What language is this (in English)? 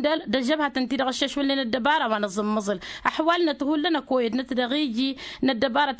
Tamasheq